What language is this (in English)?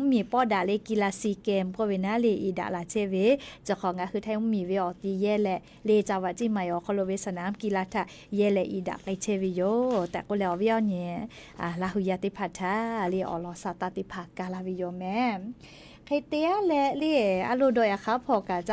Lahu